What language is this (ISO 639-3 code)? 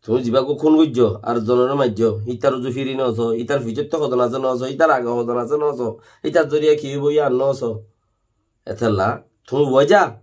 rhg